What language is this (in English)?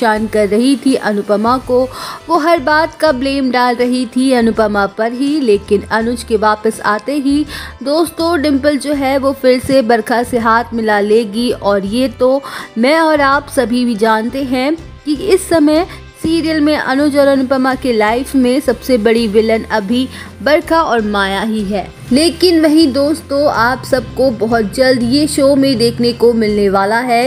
Hindi